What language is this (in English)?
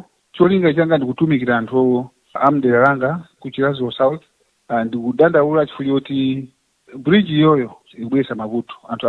Nyanja